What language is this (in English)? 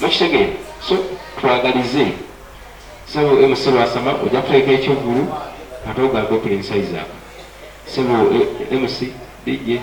Ganda